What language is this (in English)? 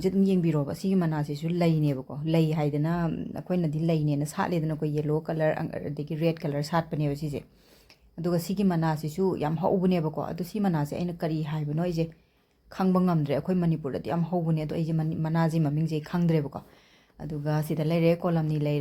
Manipuri